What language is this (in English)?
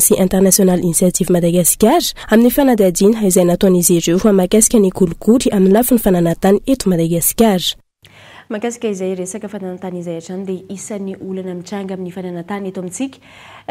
Malagasy